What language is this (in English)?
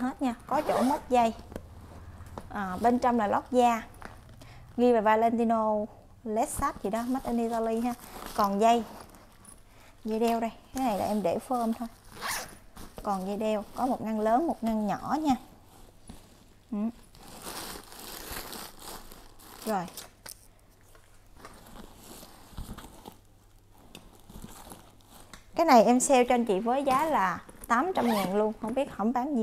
Vietnamese